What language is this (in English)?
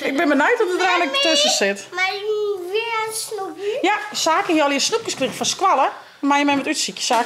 Western Frisian